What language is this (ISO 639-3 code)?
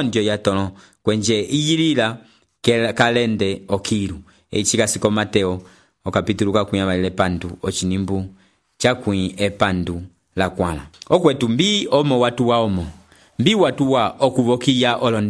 umb